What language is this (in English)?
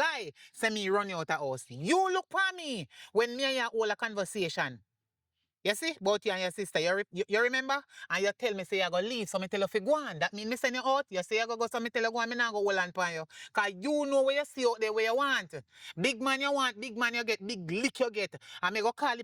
Jamaican Creole English